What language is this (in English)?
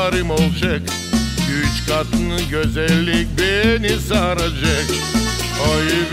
Gagauz